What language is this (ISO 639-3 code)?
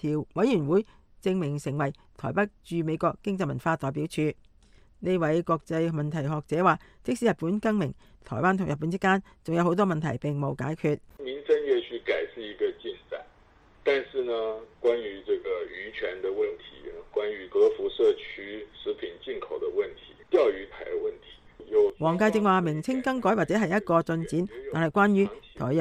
yue